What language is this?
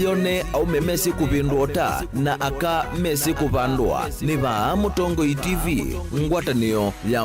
Kamba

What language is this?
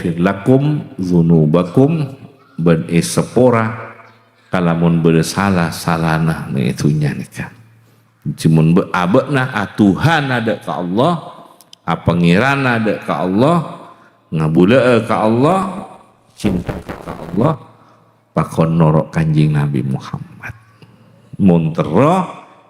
Madurese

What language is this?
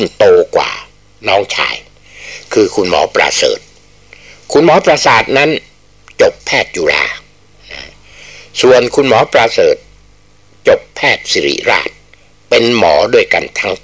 Thai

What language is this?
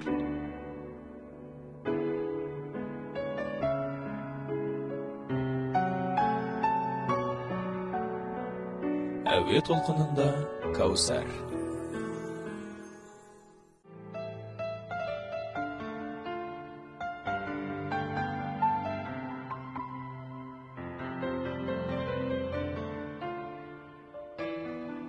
Kazakh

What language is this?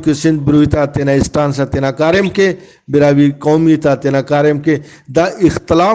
Brahui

